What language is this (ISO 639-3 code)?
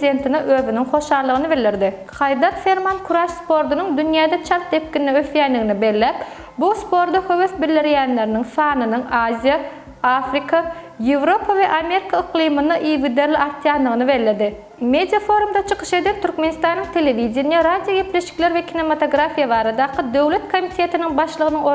tuk